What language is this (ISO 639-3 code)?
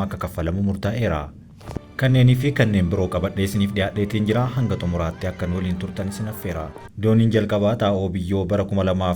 orm